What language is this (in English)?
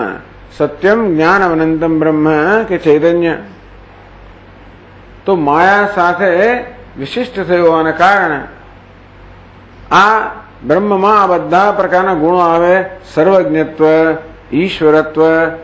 Gujarati